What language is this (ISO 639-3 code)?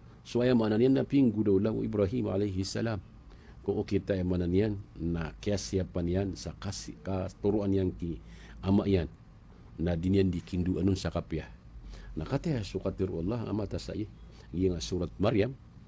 mrw